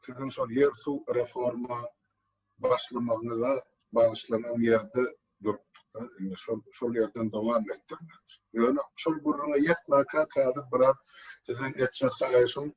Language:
Turkmen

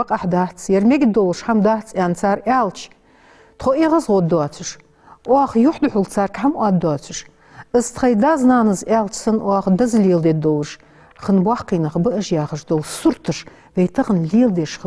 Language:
Ingush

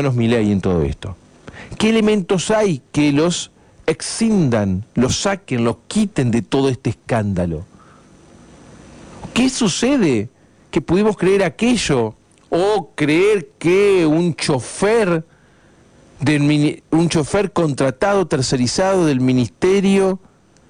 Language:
Spanish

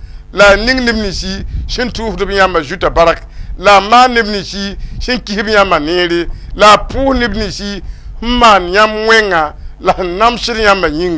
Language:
Mossi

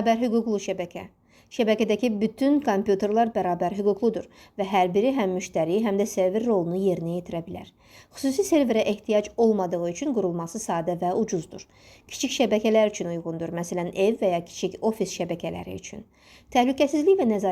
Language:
Azerbaijani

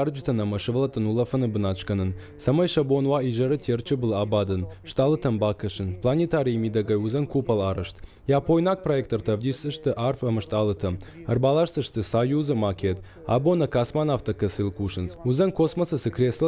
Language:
Ossetic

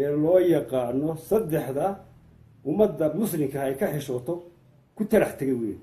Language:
Somali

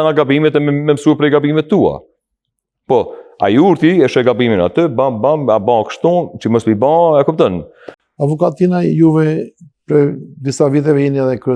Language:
Albanian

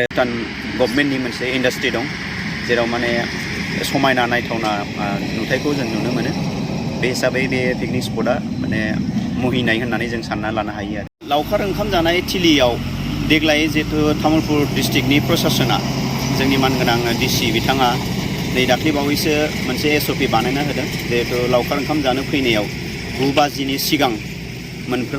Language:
Bodo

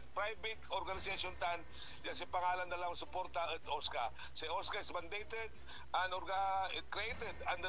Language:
Pangasinan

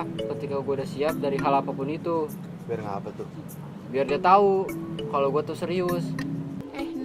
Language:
Betawi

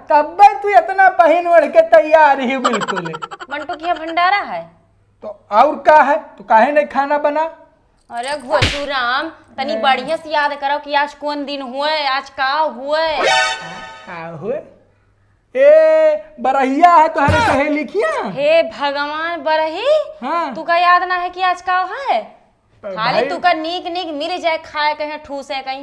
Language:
Awadhi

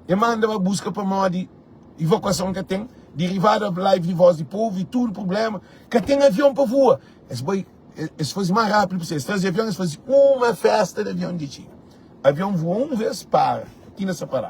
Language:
Kabuverdianu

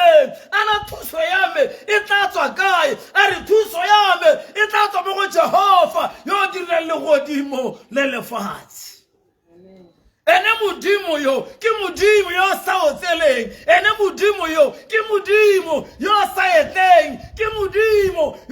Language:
Tswana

